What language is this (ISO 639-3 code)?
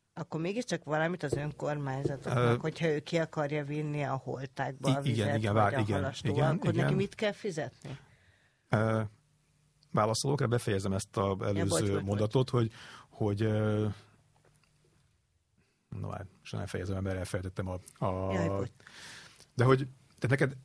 hun